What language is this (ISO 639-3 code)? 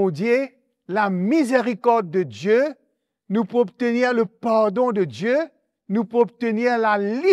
mfe